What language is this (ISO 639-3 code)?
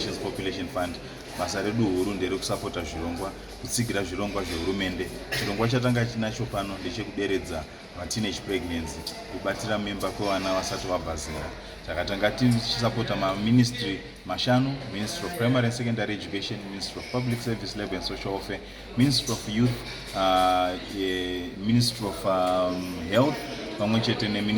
sna